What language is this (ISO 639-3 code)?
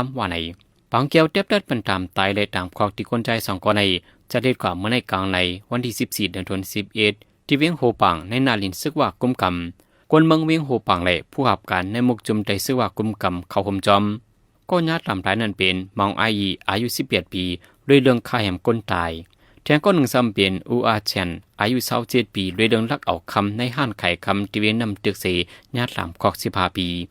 shn